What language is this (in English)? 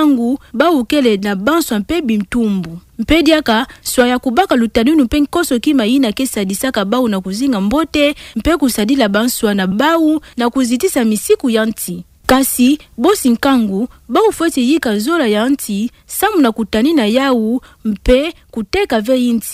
Kituba (Democratic Republic of Congo)